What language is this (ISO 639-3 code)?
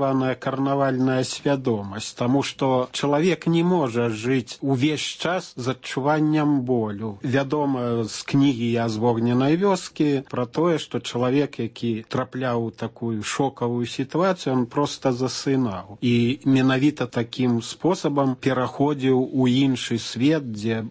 bel